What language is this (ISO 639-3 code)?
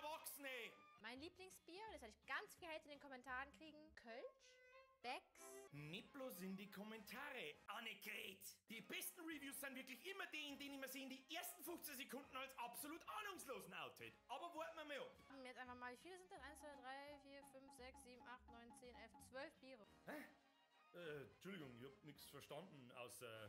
bar